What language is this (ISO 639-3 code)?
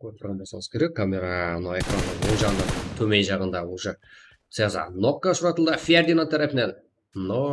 kaa